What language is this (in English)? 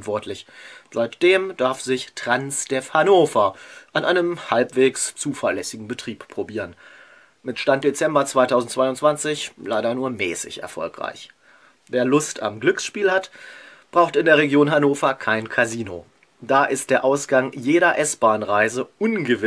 German